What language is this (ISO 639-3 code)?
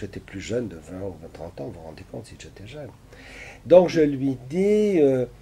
fra